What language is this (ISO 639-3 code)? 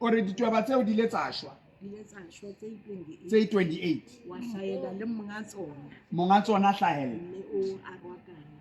sot